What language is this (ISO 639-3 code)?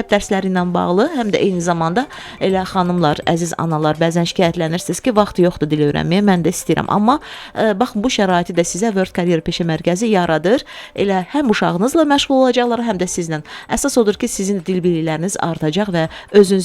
aze